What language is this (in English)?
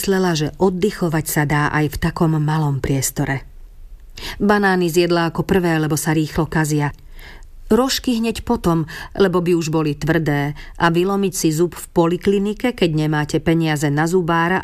Slovak